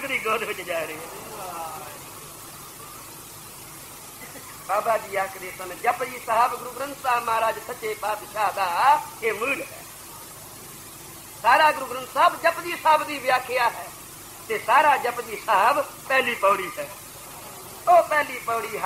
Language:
Punjabi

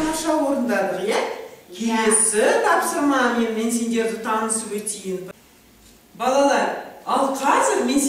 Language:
Kazakh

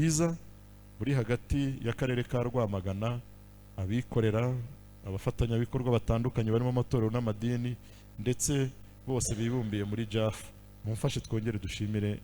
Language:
Kinyarwanda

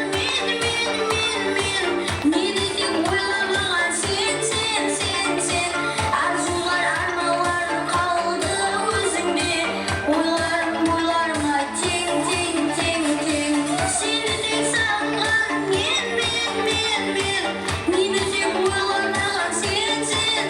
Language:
Kara-Kalpak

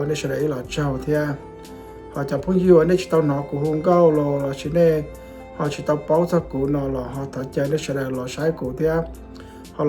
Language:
Hmong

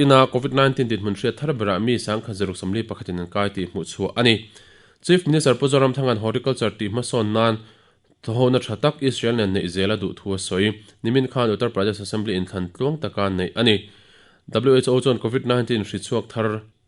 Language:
Mizo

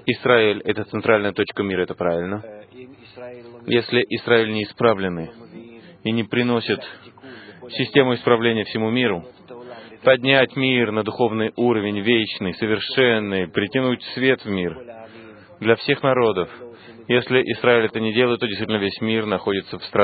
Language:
Russian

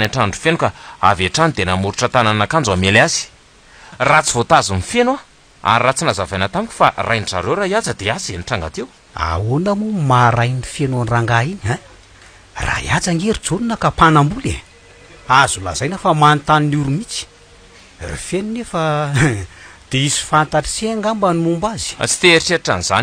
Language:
Malagasy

